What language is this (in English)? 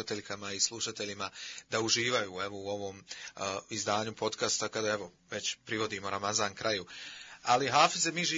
Bosnian